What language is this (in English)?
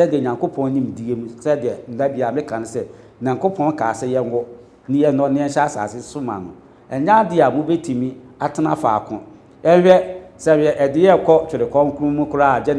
Akan